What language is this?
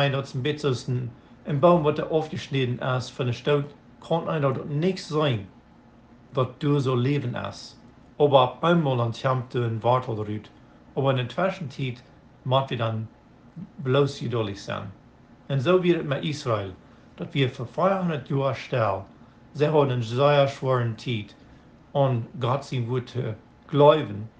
Plautdietsch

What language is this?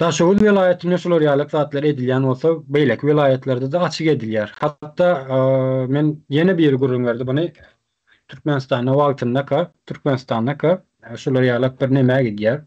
Turkmen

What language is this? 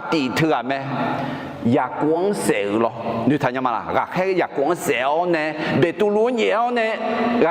Akha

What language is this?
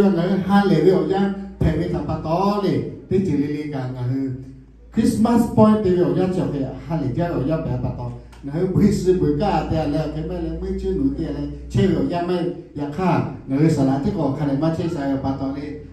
Lahu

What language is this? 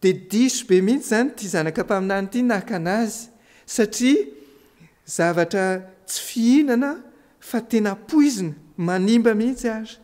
Malagasy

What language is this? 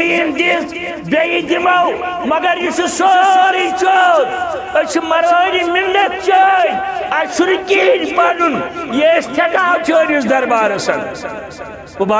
Kashmiri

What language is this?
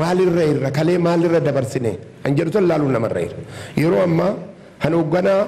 Oromo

